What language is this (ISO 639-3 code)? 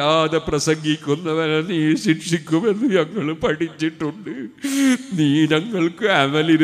mal